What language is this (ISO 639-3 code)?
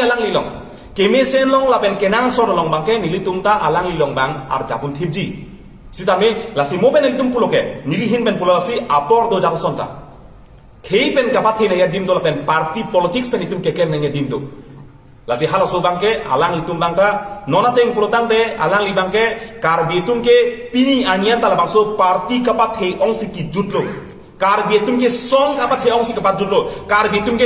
mjw